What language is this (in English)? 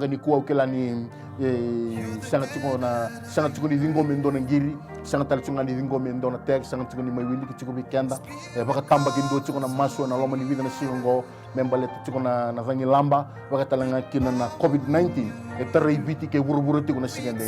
Fijian